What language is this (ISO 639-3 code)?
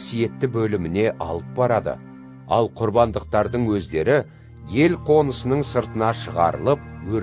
kaz